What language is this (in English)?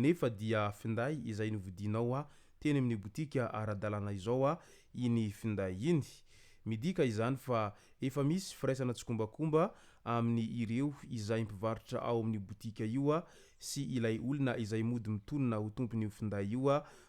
Malagasy